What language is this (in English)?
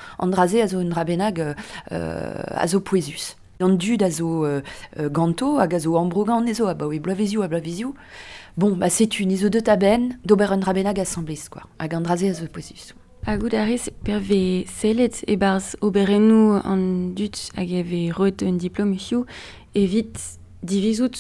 Breton